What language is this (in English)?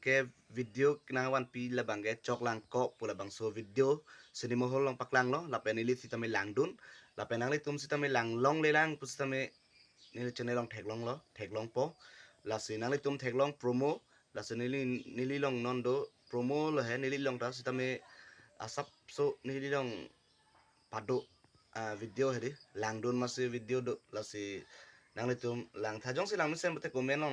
Karbi